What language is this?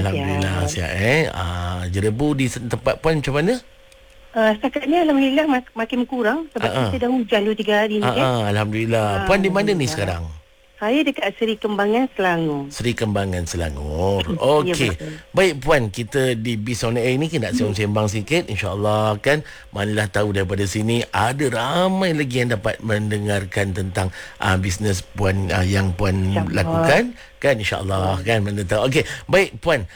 Malay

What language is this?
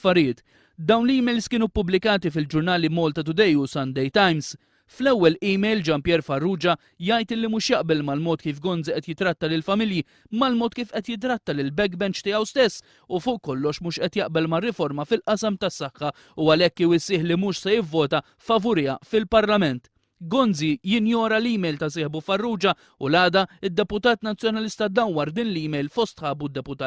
Maltese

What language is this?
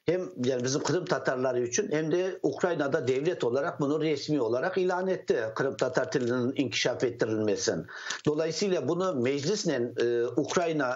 Crimean Tatar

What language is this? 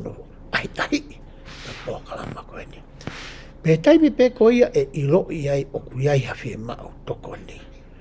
Tongan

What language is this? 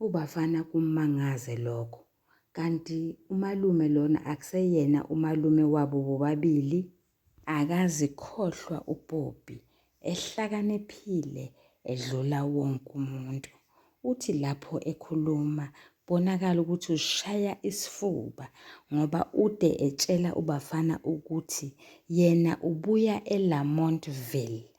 Zulu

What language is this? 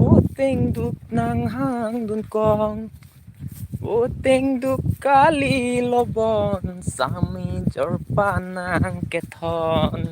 Karbi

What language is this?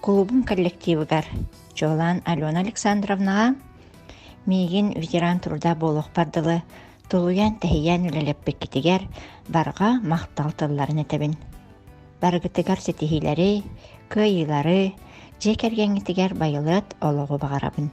Yakut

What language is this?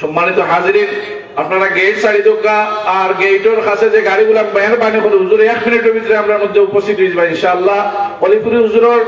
Sylheti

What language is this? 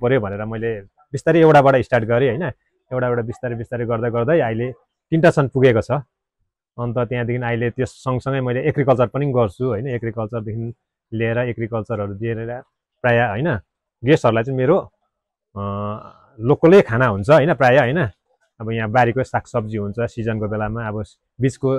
Nepali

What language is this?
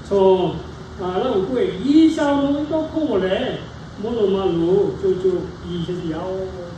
Lahu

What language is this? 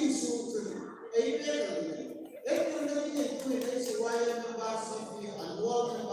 Hmar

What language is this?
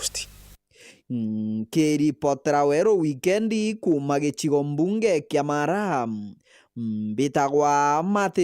Meru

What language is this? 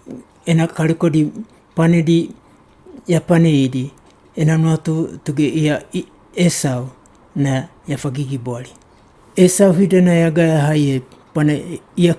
Wagawaga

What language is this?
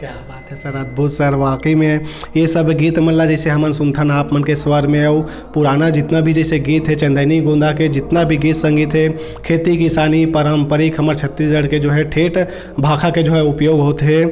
Chhattisgarhi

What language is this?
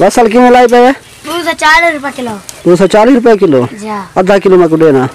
Saraiki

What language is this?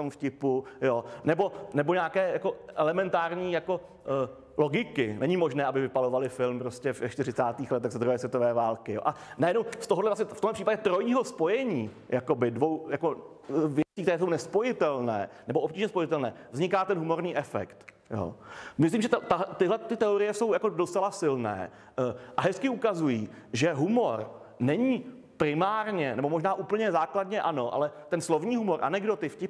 Czech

